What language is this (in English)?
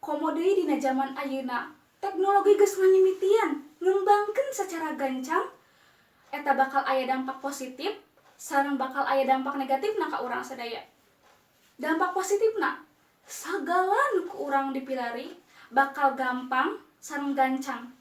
Sundanese